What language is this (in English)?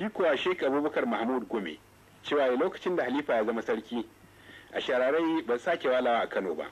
Hausa